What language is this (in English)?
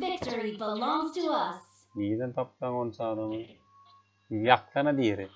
Turkmen